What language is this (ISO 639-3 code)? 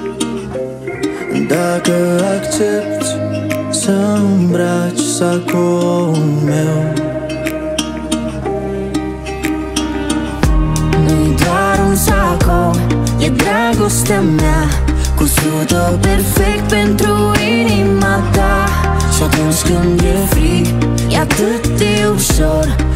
ron